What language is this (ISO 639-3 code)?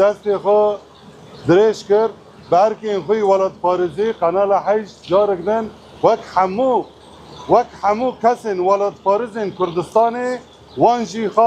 kur